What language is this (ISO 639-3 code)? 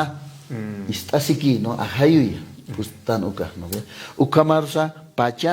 aym